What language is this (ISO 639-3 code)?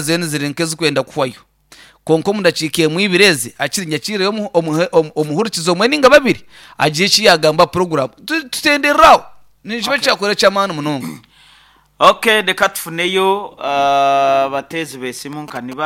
nyn